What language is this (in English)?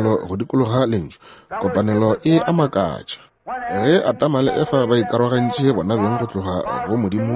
Northern Sotho